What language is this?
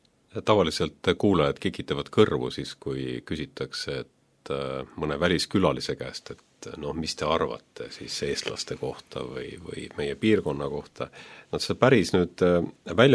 Estonian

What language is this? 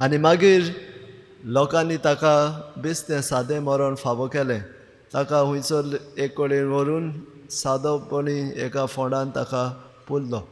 Konkani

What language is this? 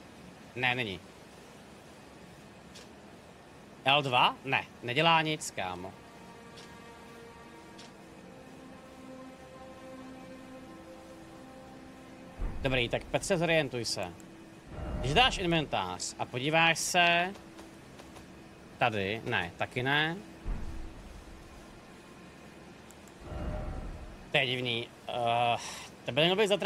Czech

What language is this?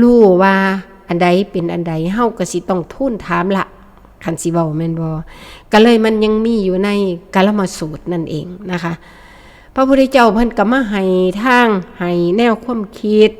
Northeastern Thai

